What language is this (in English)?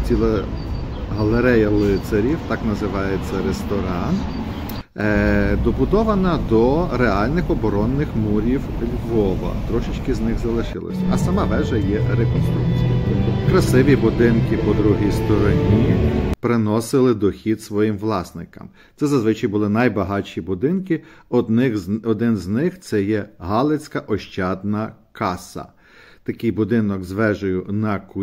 Ukrainian